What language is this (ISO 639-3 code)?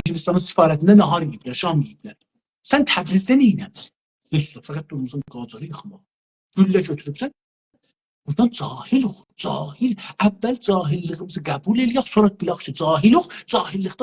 azb